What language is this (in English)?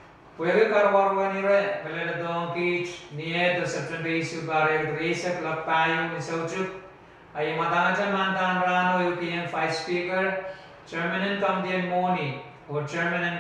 Pohnpeian